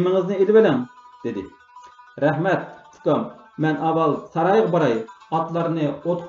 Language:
Uyghur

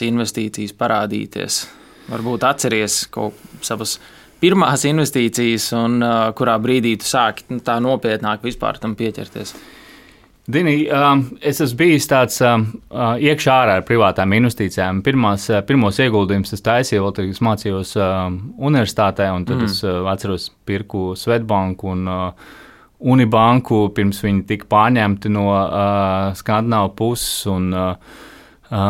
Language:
Latvian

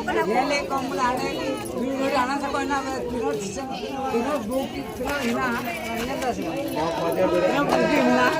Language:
Santali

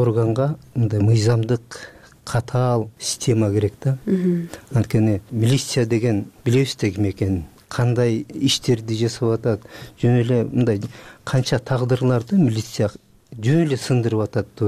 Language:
Kyrgyz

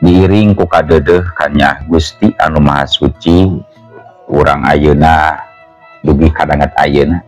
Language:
Sundanese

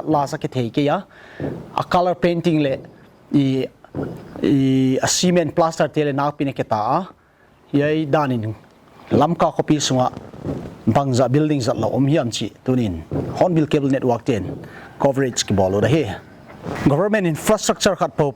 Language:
Paite Chin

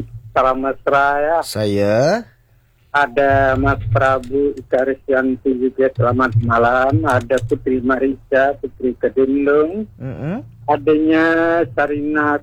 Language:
Malay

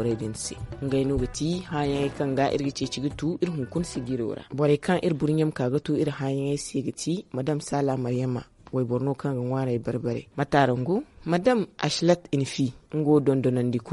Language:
Zarma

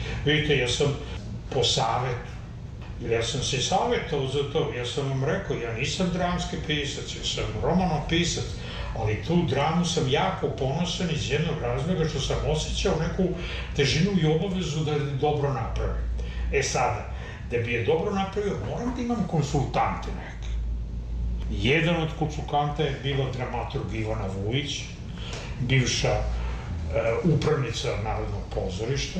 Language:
Serbian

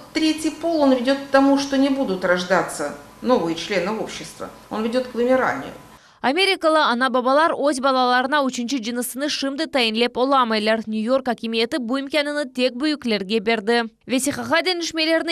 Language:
Crimean Tatar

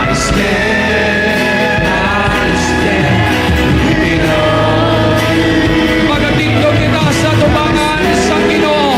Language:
Hiligaynon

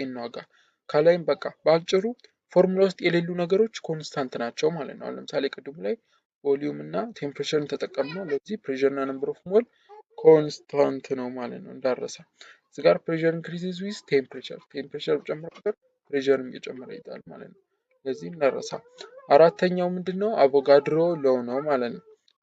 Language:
Amharic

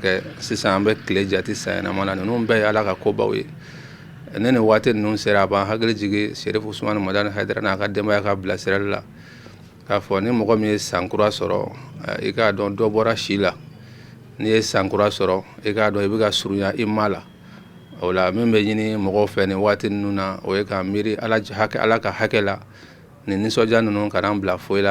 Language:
Bambara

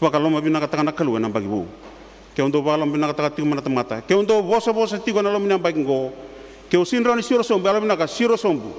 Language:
Fijian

